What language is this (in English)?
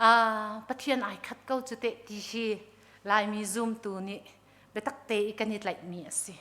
Hakha Chin